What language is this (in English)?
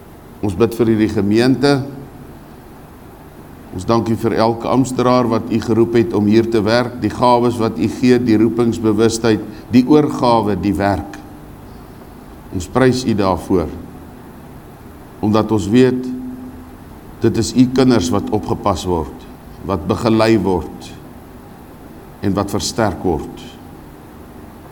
Afrikaans